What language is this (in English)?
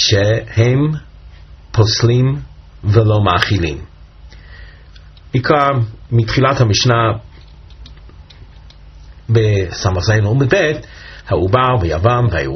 Hebrew